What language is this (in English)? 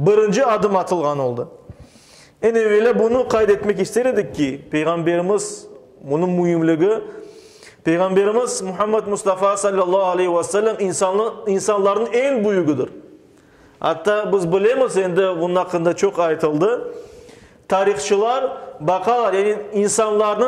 Crimean Tatar